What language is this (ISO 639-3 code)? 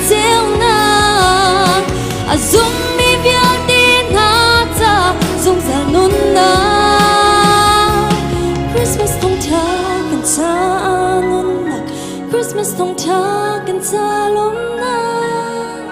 cnh